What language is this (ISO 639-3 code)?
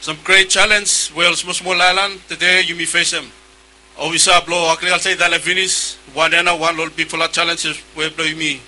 bis